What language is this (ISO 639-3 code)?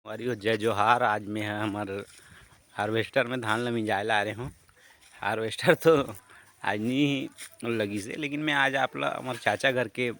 hne